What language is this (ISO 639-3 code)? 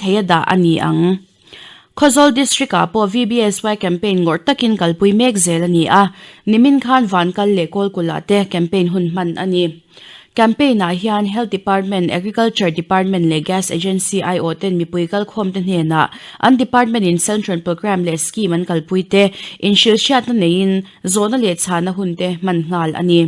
lus